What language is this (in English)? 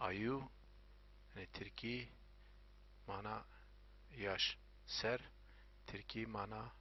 Zaza